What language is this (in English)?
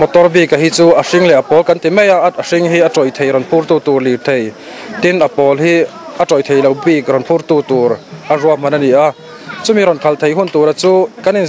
Mizo